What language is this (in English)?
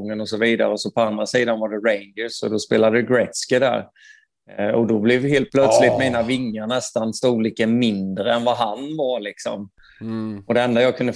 Swedish